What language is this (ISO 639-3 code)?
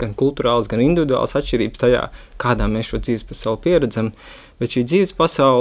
lav